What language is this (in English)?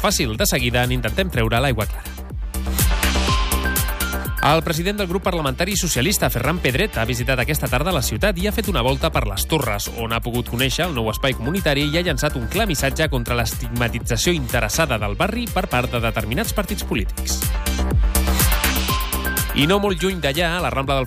Catalan